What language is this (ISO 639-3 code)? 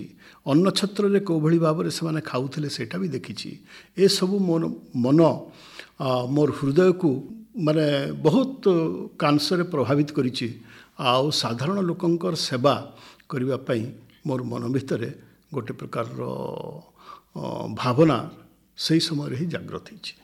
ori